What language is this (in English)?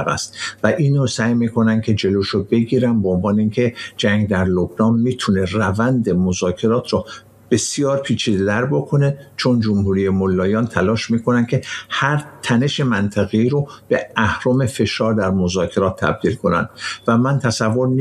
Persian